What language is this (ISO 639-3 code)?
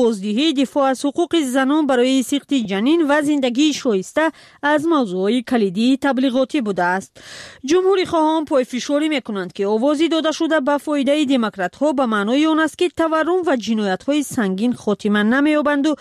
fas